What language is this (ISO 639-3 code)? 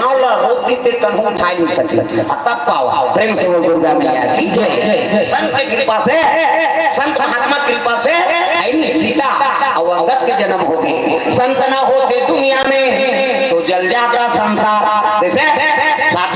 hne